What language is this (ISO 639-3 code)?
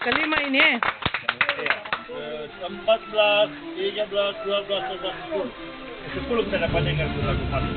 xmm